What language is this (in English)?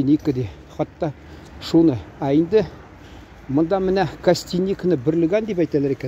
Tatar